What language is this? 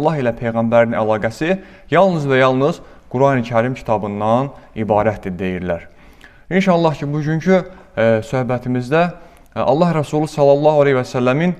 Azerbaijani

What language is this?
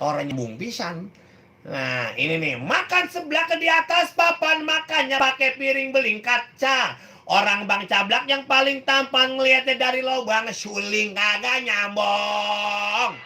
Betawi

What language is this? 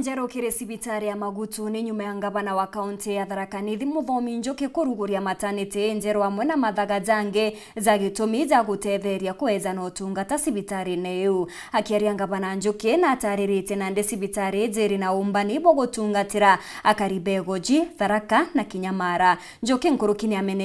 Meru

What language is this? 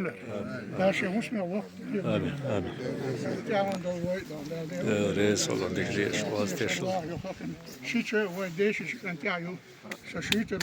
Chechen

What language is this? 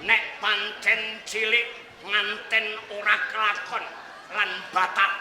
Javanese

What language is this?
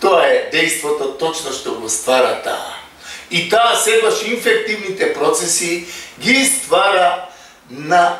Macedonian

